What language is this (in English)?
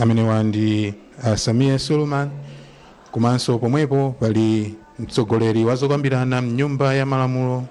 Nyanja